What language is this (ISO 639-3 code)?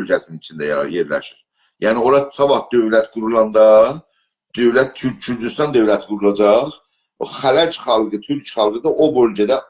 azb